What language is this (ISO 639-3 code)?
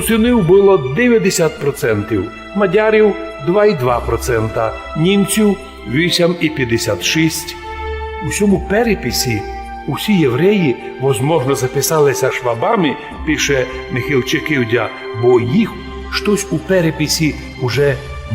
rue